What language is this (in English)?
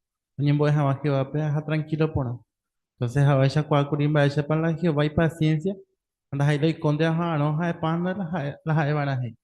Guarani